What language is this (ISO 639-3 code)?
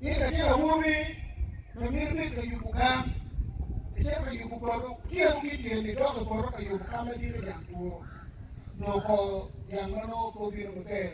ach